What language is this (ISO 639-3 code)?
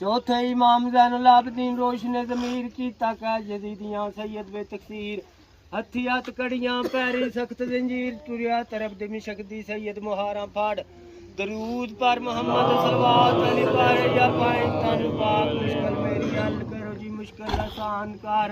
phr